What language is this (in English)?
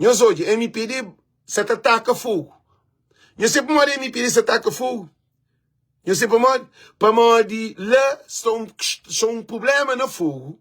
Kabuverdianu